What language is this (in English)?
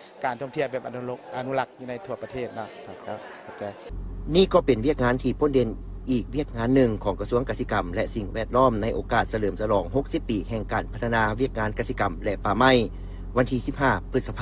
Lao